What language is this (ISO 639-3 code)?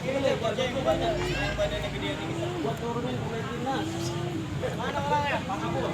bew